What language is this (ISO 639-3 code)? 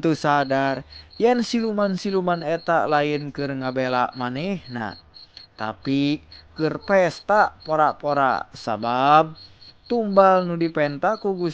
sun